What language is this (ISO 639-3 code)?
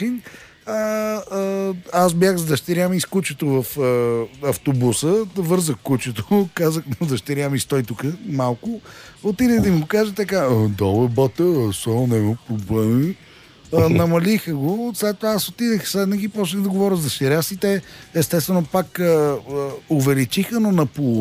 bul